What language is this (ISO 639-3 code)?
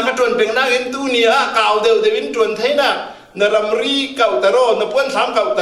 cfm